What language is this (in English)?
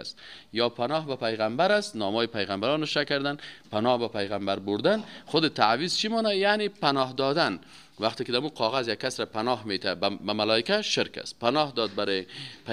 Persian